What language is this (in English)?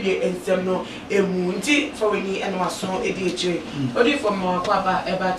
Akan